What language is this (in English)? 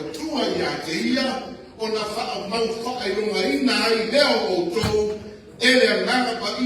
Samoan